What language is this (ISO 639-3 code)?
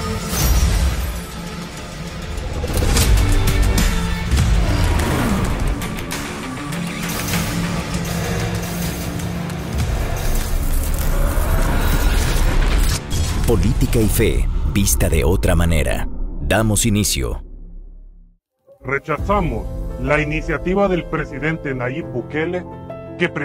spa